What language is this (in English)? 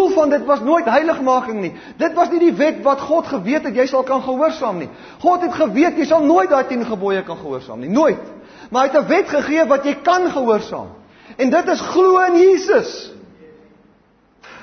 Afrikaans